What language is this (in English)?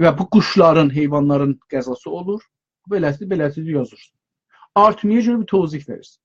South Azerbaijani